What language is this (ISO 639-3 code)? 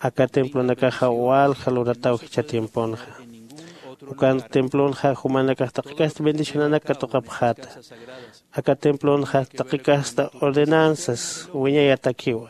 aym